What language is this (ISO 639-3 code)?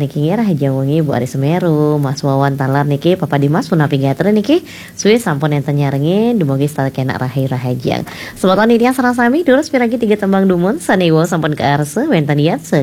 ban